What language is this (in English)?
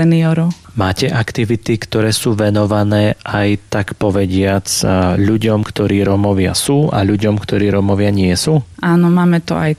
Slovak